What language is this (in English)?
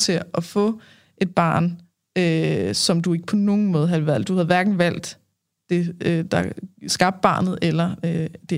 Danish